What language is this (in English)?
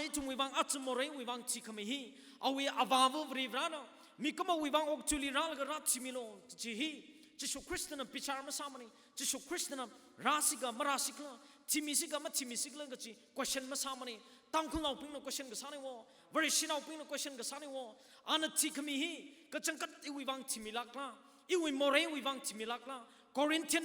Tangkhul Naga (India)